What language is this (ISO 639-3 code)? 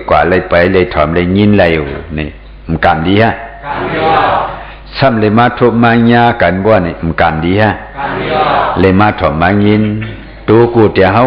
shn